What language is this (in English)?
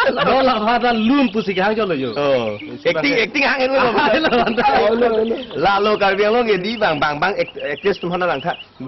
Karbi